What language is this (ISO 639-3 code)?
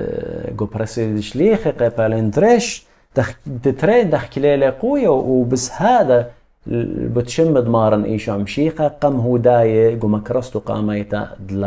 aii